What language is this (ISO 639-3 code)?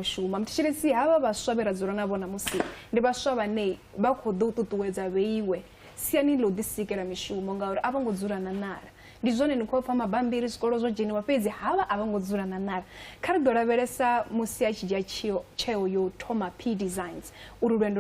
ven